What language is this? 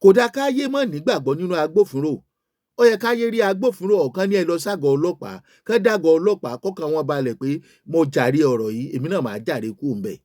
Yoruba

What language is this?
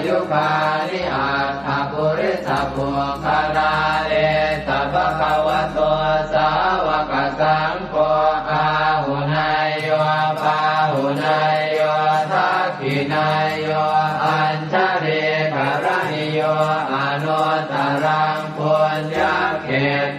Pali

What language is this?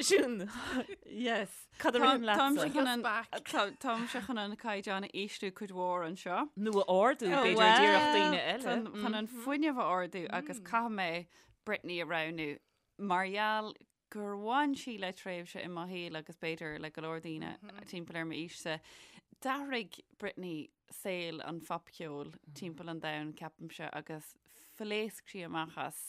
Irish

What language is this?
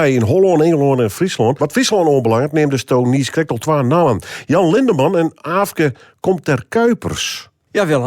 Western Frisian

